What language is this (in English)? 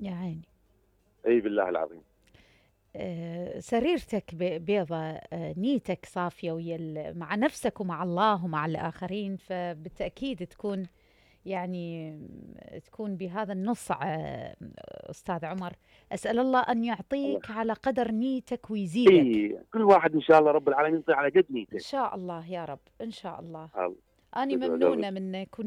Mesopotamian Arabic